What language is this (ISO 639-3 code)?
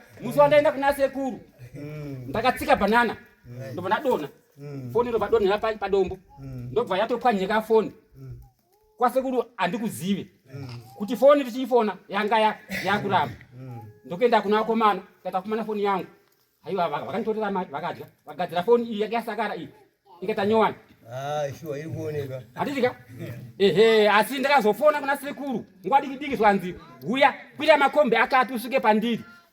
sna